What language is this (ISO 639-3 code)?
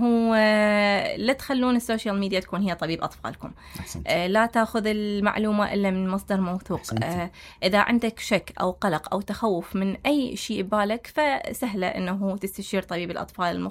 acm